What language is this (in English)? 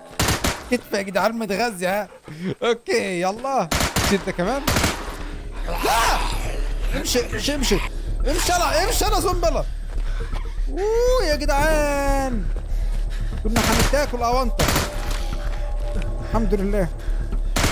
Egyptian Arabic